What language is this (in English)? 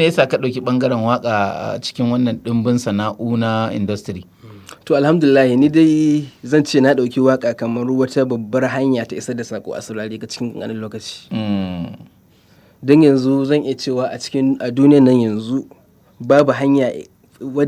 Hausa